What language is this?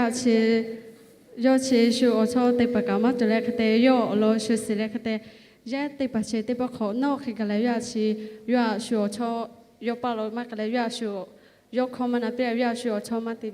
Lahu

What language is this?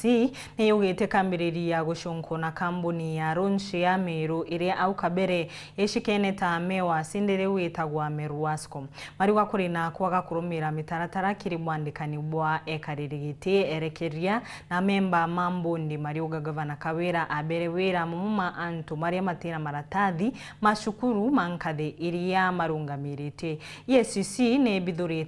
Meru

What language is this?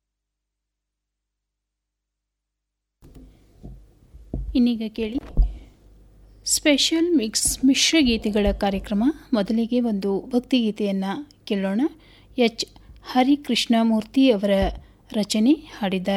Kannada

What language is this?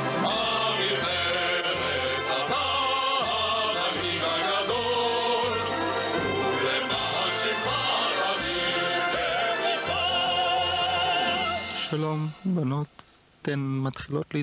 Hebrew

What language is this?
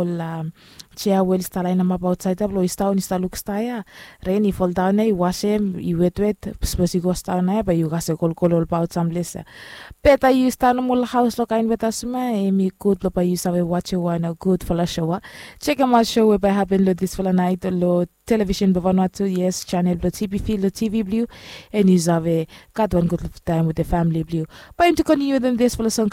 Bislama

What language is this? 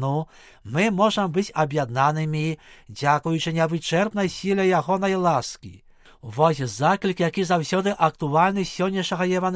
Belarusian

